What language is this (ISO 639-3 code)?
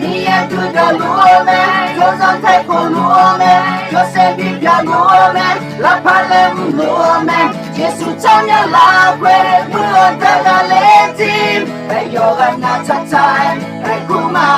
ahk